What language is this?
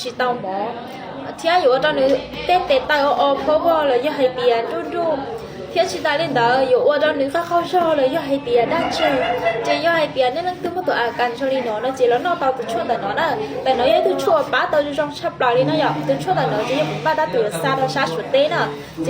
Hmong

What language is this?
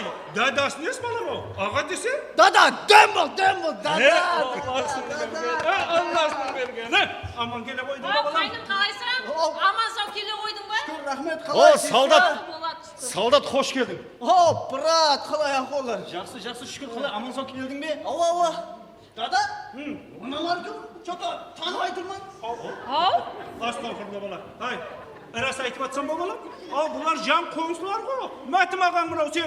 Kara-Kalpak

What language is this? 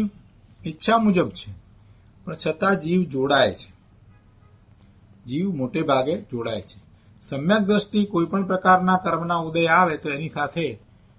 Gujarati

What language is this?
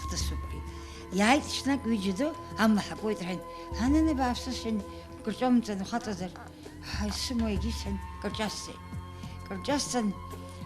Abkhazian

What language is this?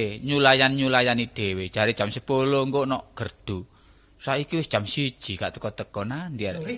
Javanese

